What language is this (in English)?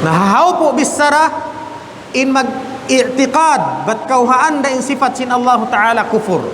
Tausug